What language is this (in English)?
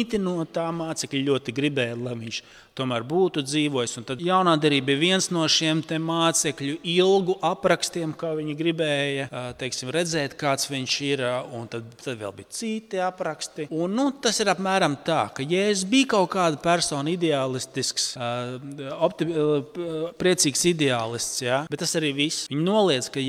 Latvian